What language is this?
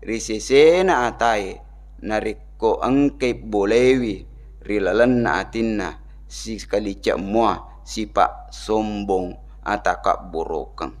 Buginese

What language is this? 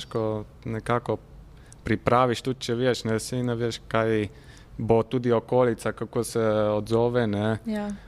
Slovenian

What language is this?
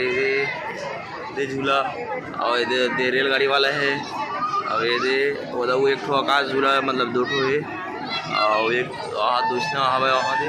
Chhattisgarhi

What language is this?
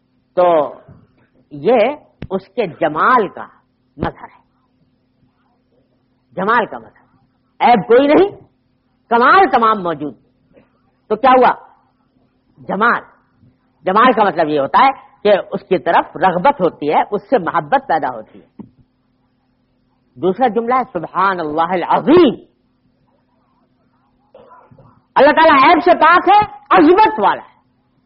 Urdu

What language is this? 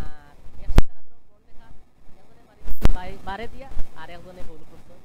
Sylheti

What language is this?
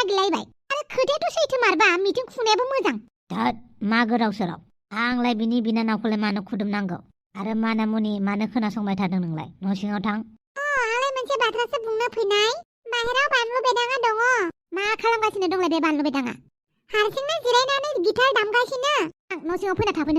Bodo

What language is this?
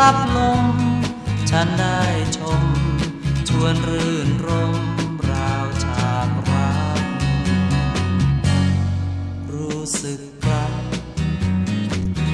Thai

